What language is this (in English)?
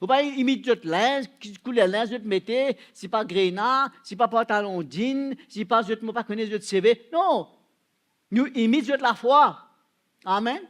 Morisyen